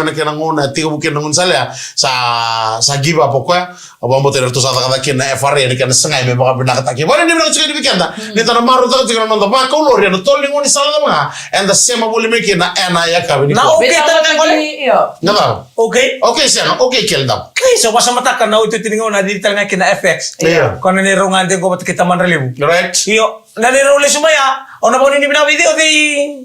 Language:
Fijian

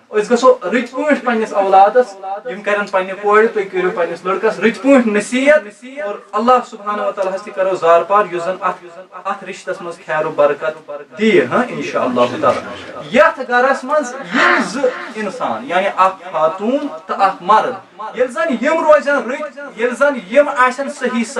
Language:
Kashmiri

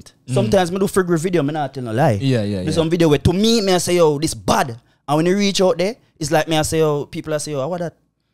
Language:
Jamaican Creole English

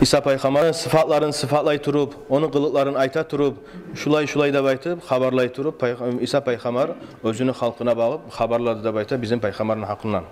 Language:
Kumyk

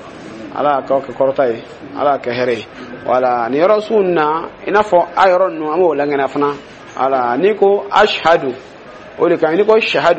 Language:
Dyula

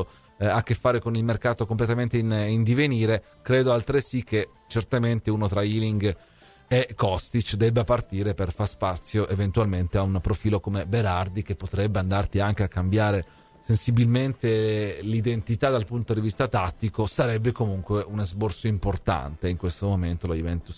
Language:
Italian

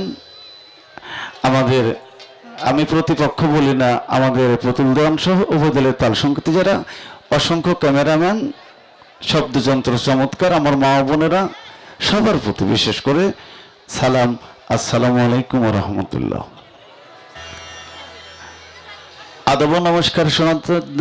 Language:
Bangla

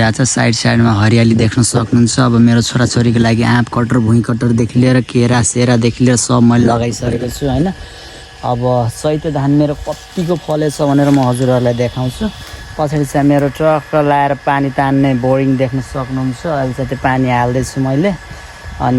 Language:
Nepali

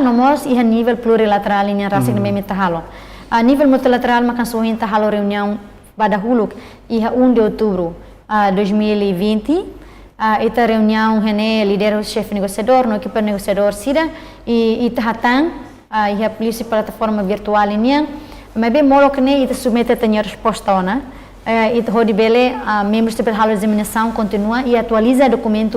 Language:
Tetum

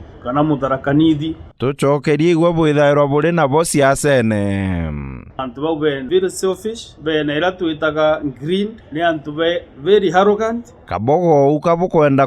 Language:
Meru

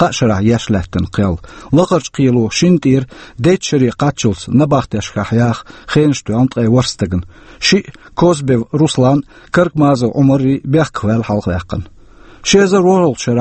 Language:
Chechen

